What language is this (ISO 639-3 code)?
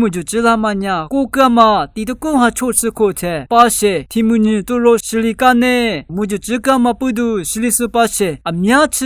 lis